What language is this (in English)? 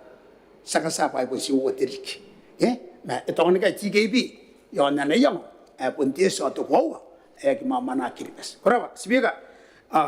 Gilbertese